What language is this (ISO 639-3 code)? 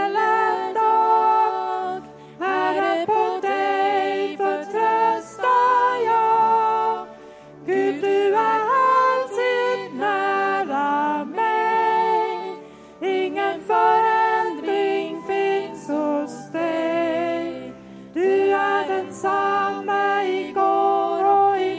swe